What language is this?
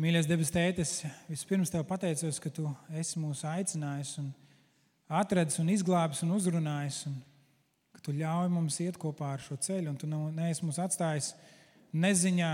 Latvian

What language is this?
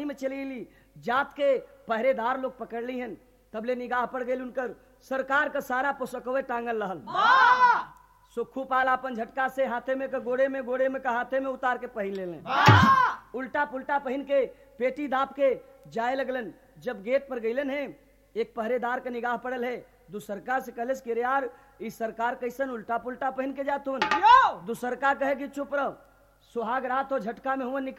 Bhojpuri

